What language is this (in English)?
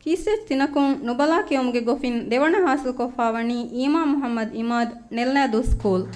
Divehi